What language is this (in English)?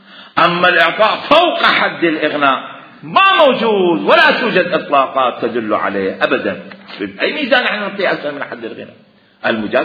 Mesopotamian Arabic